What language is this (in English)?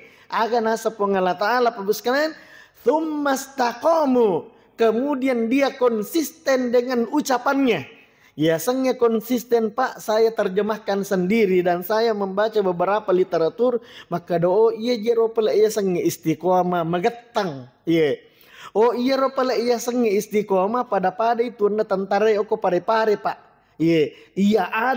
Buginese